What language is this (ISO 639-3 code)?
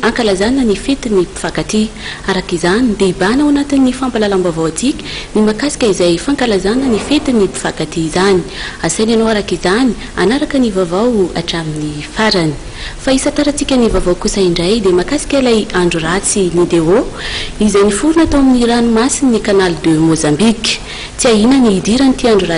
mlg